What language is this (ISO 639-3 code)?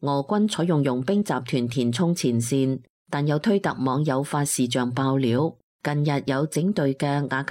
yue